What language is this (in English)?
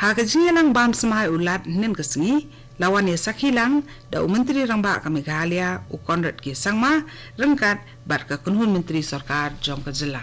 Khasi